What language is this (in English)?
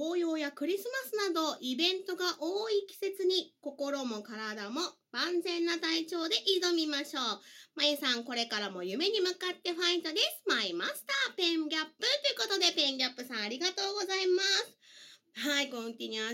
Japanese